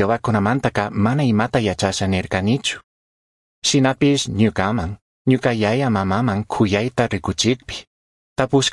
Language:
Chimborazo Highland Quichua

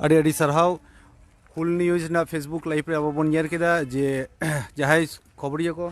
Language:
Santali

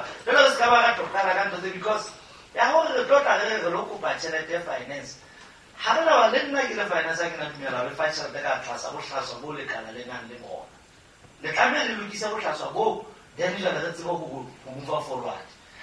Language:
Southern Sotho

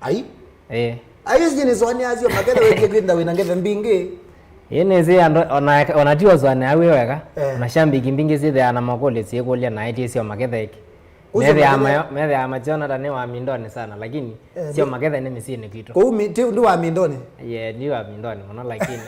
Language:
Kamba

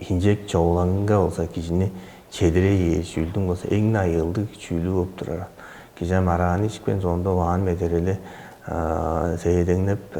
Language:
Tuvinian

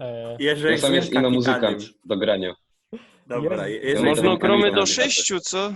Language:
Silesian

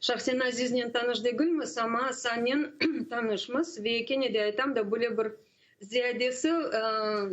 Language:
Crimean Tatar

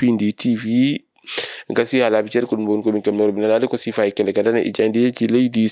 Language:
Fula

